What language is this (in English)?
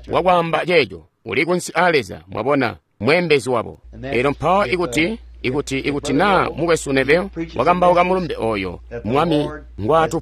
Tonga (Zambia)